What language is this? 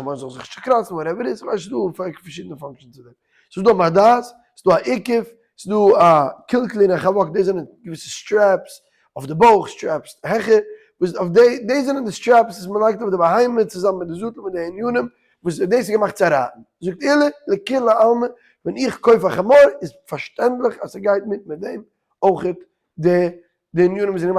Yiddish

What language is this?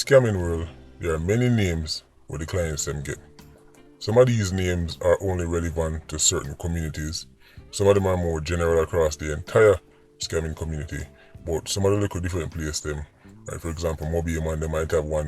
Jamaican Creole English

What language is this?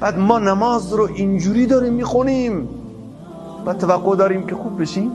Persian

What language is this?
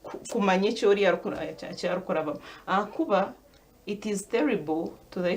Nyankole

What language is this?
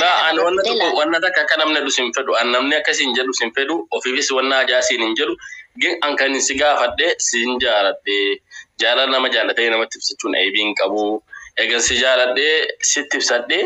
Oromo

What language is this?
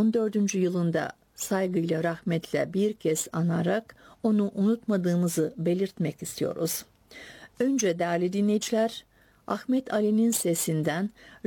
Turkish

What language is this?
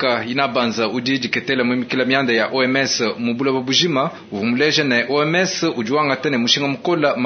Luba-Lulua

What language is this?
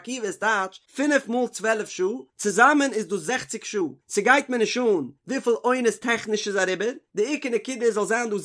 Yiddish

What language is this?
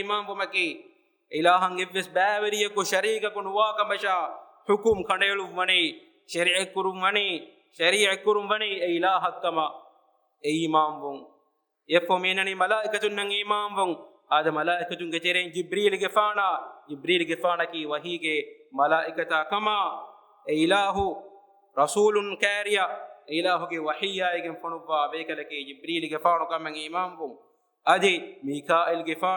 Divehi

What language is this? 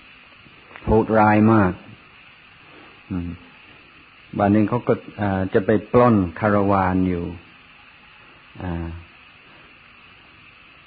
Thai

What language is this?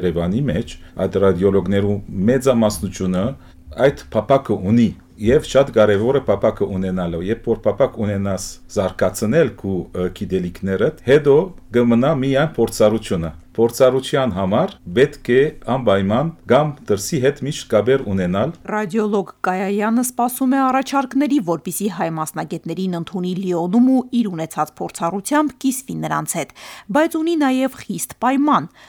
Armenian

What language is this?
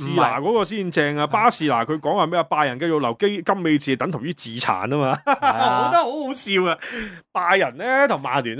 Cantonese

